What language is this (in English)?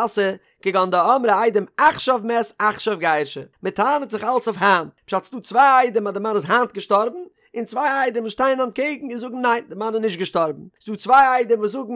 Yiddish